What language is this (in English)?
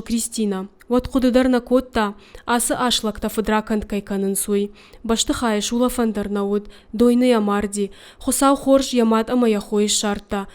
Ossetic